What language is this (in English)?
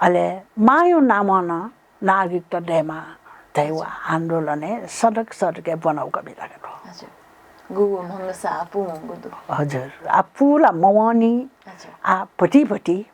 Newari